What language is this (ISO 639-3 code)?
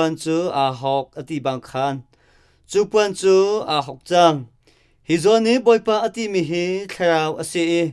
cnh